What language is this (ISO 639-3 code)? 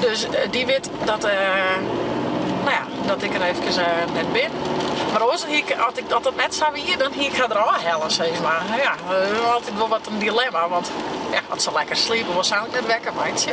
fry